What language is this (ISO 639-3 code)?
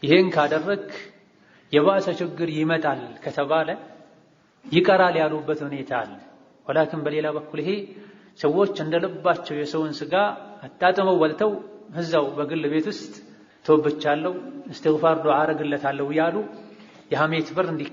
amh